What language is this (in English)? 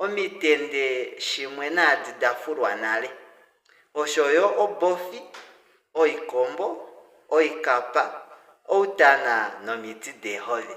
Kuanyama